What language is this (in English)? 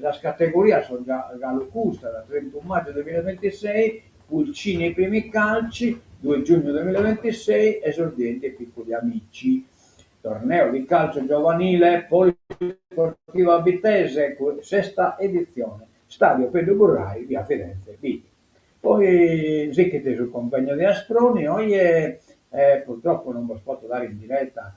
Sardinian